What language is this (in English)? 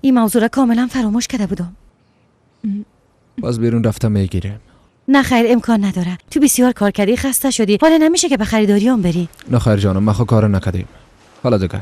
Persian